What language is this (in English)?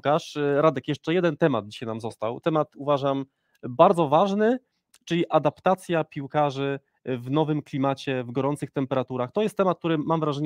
Polish